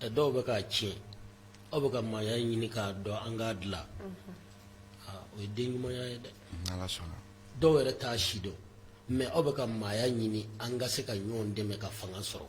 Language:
Bambara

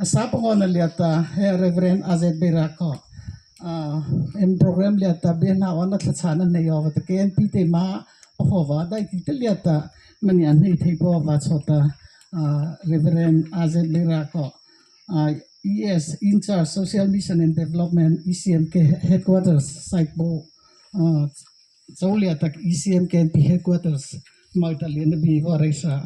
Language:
Mara Chin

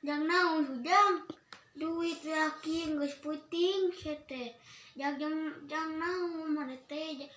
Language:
Sundanese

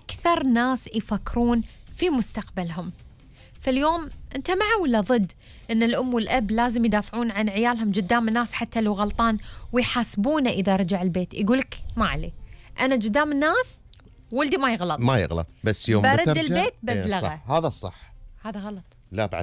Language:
Gulf Arabic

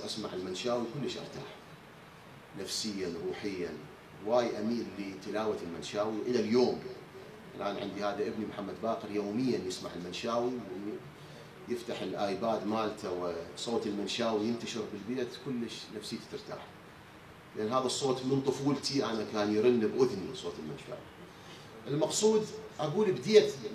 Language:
Mesopotamian Arabic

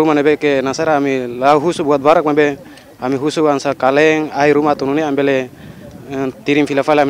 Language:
Tetum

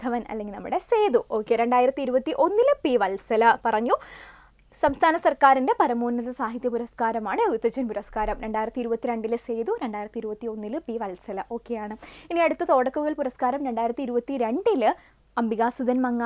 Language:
Malayalam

